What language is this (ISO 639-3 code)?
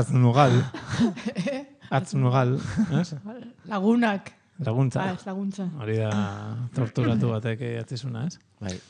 eus